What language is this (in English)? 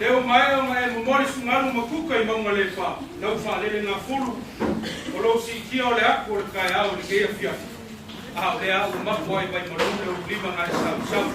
Samoan